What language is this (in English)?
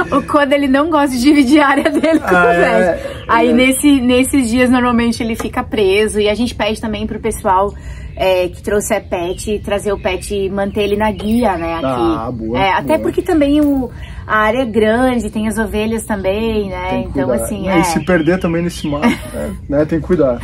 Portuguese